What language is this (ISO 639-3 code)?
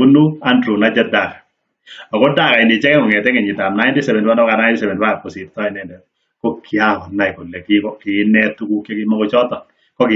kln